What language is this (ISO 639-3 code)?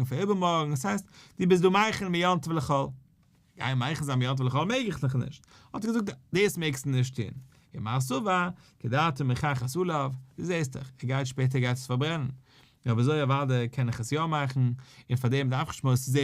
yid